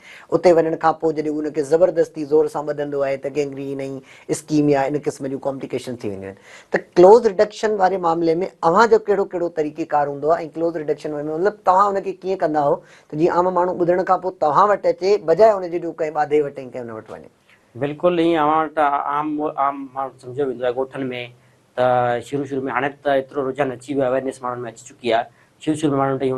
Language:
Sindhi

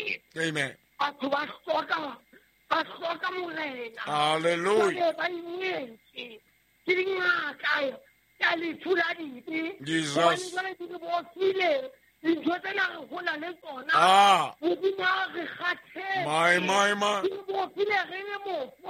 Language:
Southern Sotho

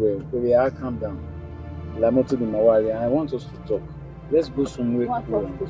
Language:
Bini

